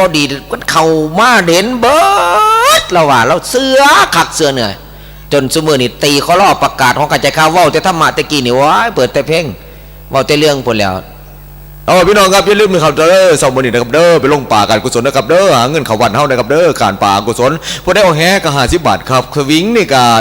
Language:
Northeastern Thai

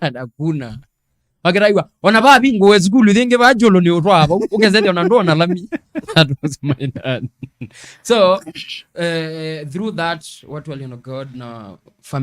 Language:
Kamba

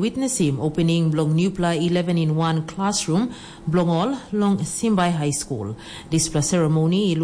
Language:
Tok Pisin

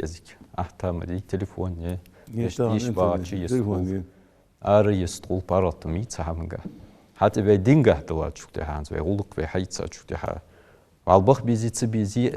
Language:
Ingush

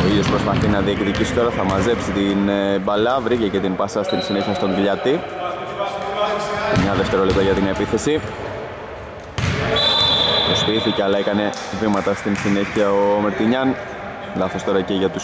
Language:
Greek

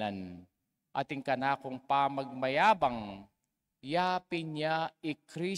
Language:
Pampanga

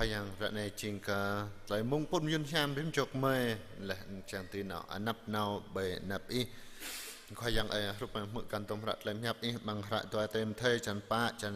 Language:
Jarai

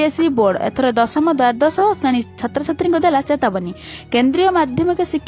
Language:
Odia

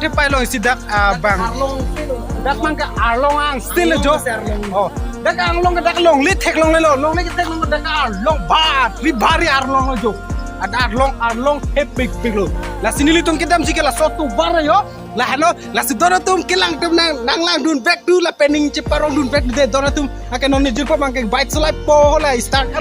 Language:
Karbi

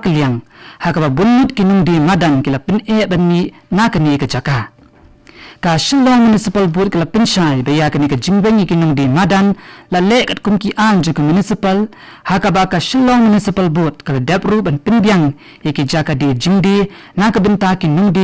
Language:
Khasi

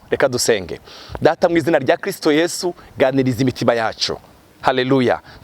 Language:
Rundi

